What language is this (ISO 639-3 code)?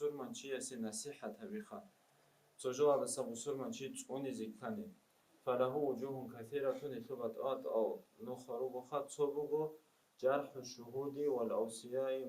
ava